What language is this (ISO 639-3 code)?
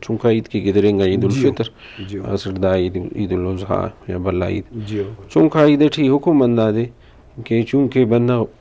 brh